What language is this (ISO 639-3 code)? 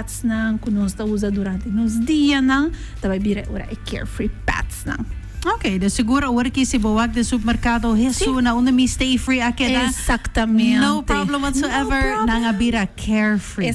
pap